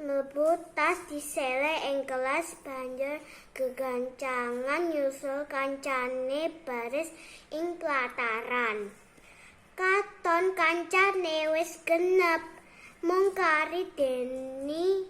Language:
Javanese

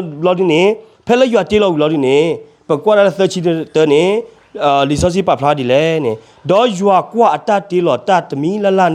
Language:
S'gaw Karen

